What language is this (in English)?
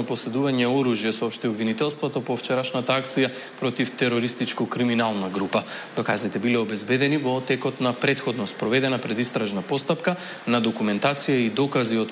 Macedonian